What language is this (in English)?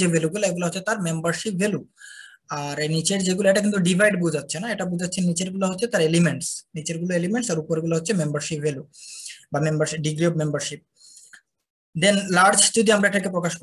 Bangla